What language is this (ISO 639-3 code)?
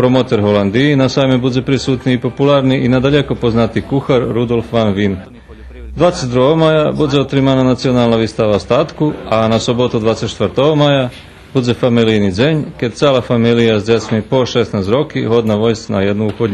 rue